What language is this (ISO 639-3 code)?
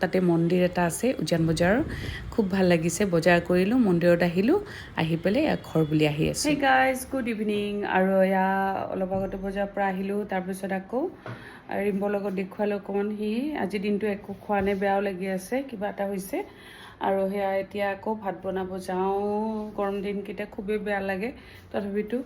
asm